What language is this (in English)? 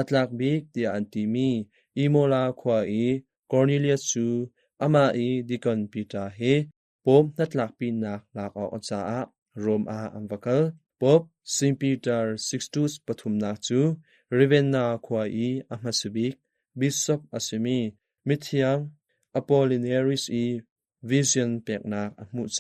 Hakha Chin